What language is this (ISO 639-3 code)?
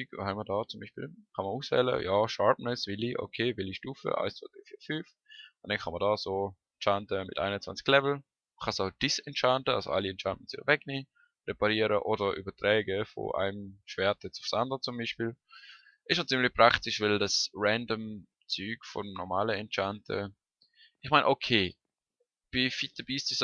gsw